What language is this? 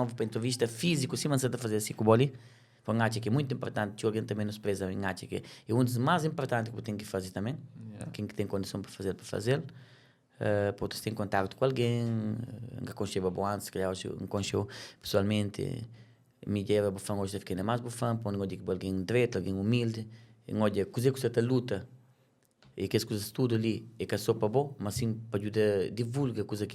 Kabuverdianu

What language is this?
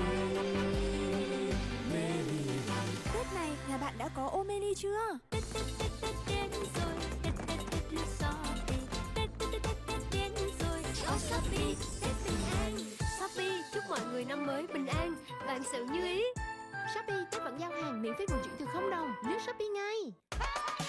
Vietnamese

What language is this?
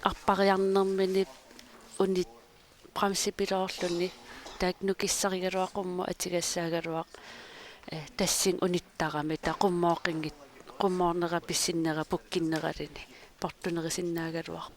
Kalaallisut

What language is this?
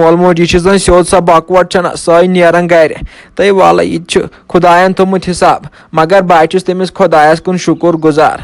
Kashmiri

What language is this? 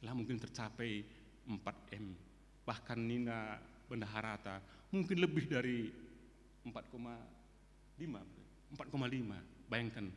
Batak Karo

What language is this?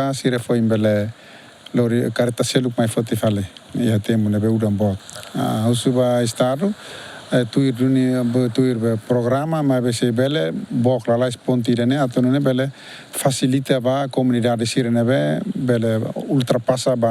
Tetum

